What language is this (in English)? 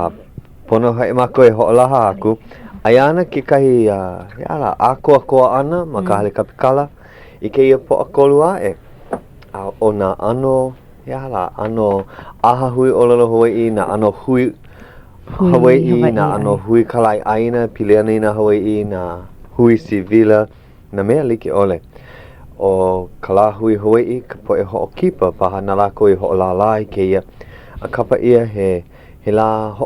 Hawaiian